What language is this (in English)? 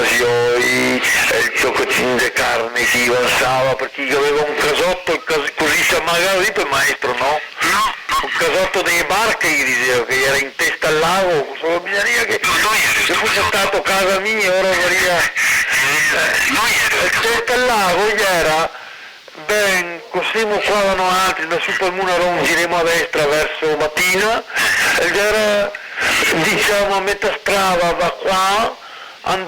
Venetian